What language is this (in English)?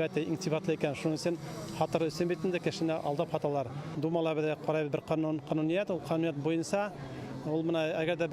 Bashkir